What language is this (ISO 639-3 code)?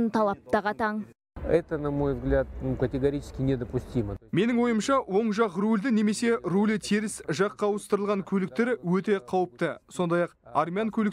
kaz